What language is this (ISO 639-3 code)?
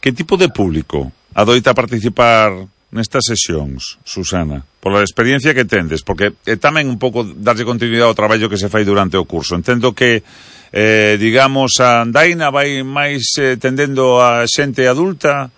glg